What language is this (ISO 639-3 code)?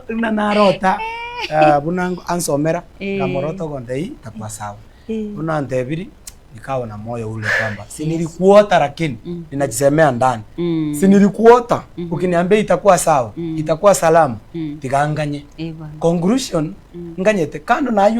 guz